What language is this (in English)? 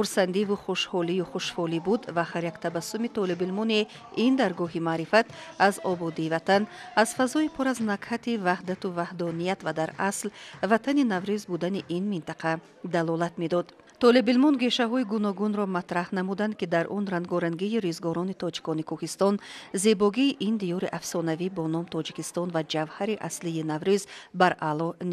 Tajik